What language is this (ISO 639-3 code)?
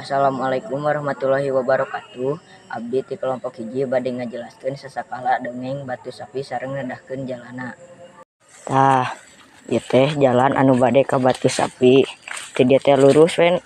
sun